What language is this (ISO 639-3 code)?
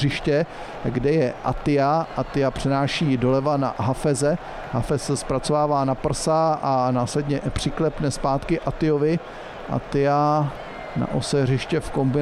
ces